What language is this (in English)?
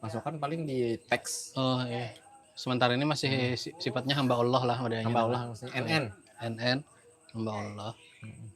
Banjar